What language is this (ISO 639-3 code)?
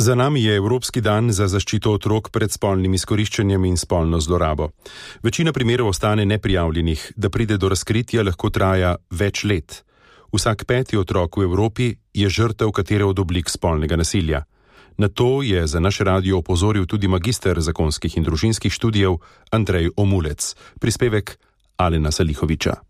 slv